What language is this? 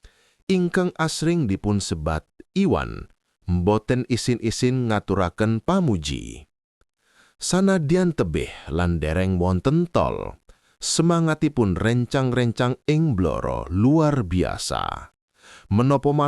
Javanese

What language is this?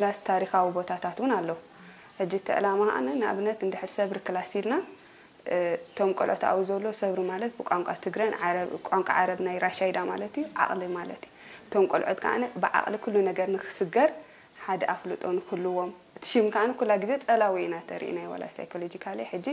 Tigrinya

